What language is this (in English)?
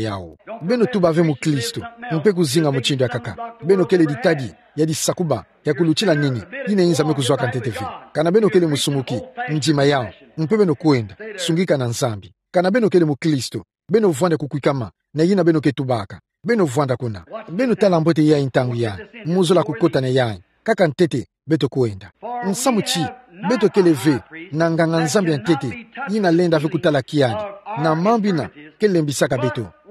Kituba (Democratic Republic of Congo)